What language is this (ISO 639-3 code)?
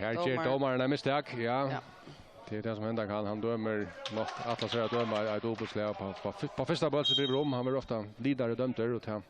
fao